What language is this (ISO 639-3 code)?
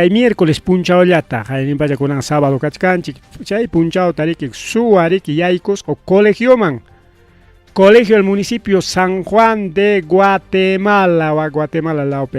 quy